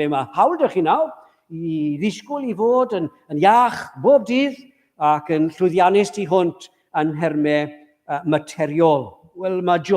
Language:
Welsh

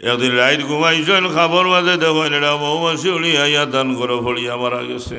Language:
Sylheti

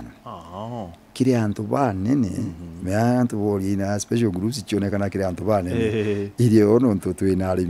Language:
Meru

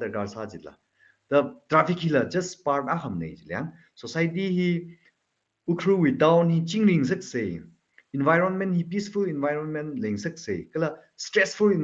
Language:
Tangkhul Naga (India)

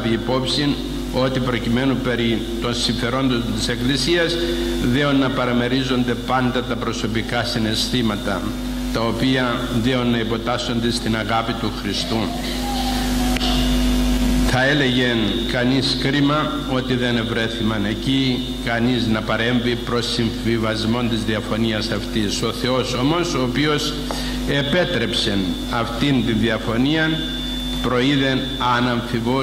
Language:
Greek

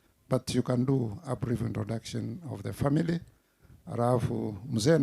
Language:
Gusii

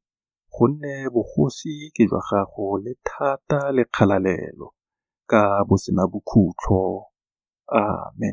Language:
Tswana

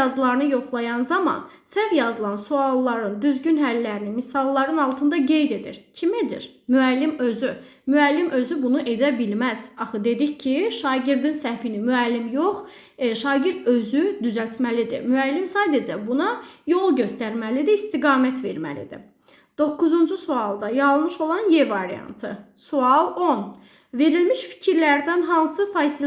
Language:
Azerbaijani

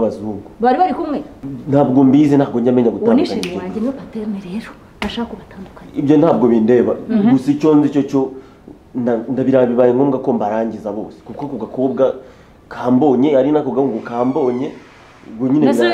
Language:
Kinyarwanda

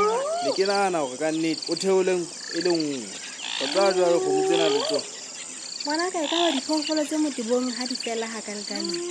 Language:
Southern Sotho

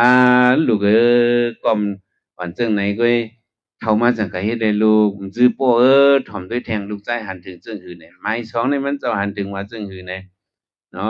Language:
Shan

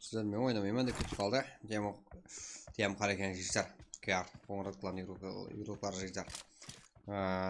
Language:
Kara-Kalpak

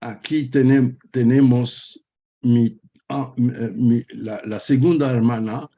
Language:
Ladino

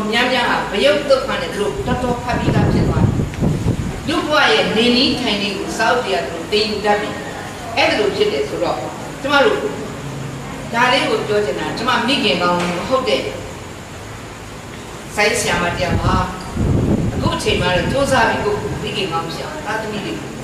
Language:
Burmese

